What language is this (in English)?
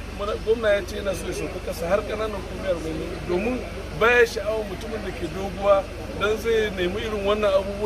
Hausa